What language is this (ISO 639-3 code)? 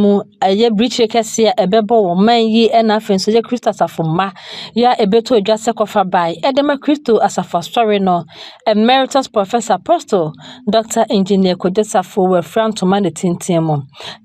aka